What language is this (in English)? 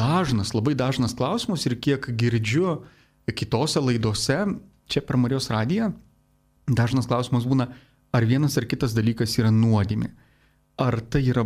Lithuanian